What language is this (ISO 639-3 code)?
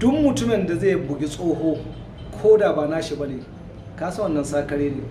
hau